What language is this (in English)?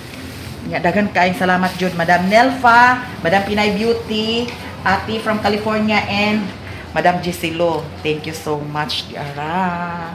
Cebuano